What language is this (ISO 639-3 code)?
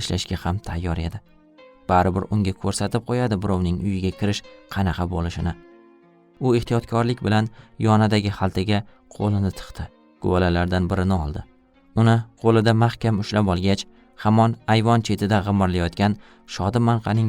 uzb